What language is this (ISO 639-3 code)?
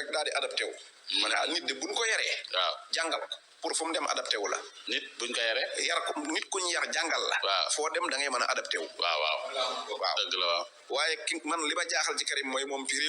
wol